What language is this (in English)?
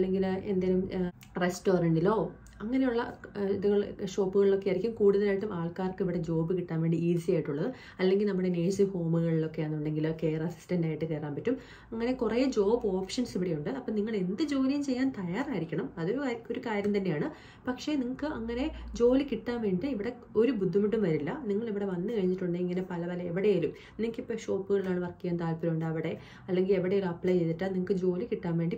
Malayalam